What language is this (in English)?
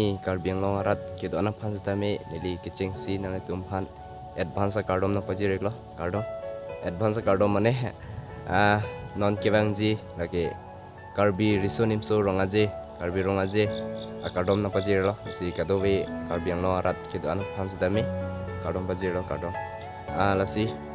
Karbi